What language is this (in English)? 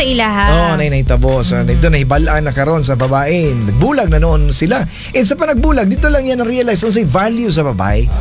Cebuano